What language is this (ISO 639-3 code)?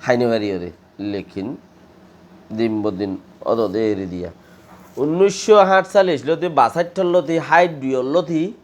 rhg